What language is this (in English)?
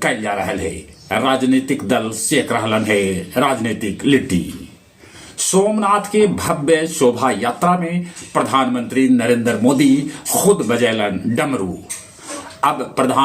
Magahi